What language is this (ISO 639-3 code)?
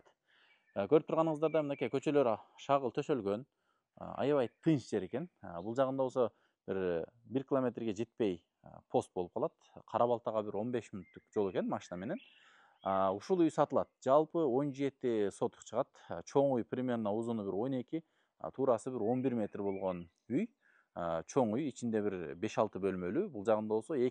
kir